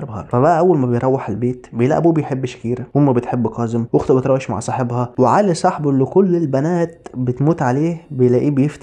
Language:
Egyptian Arabic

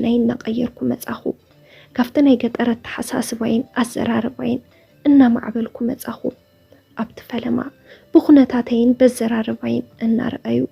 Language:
Tigrinya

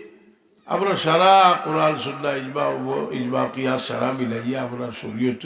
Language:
Sylheti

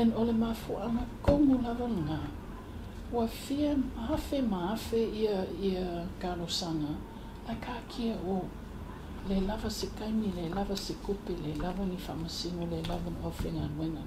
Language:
Samoan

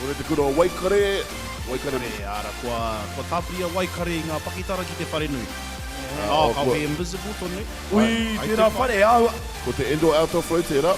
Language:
Māori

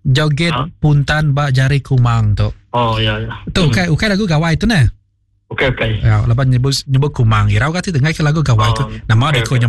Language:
Iban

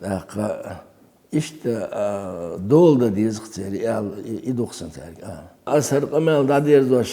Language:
Chechen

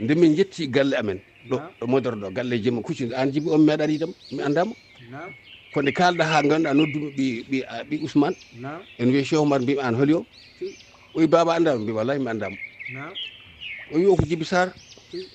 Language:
Fula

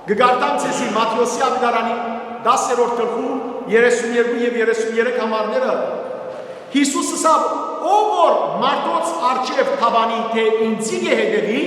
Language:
Western Armenian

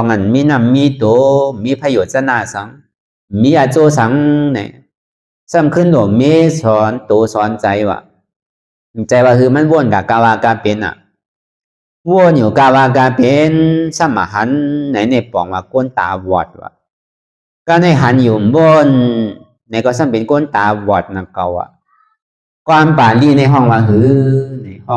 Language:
Shan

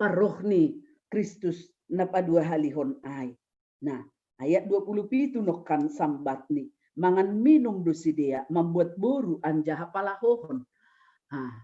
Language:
Batak Simalungun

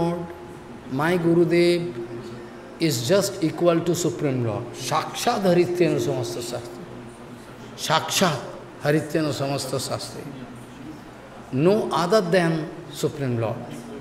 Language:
English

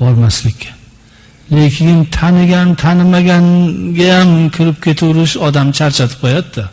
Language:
Uzbek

